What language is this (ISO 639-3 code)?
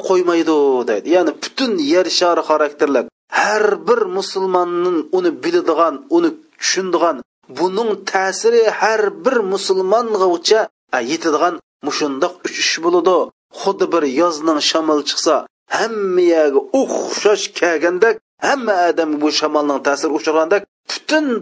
uig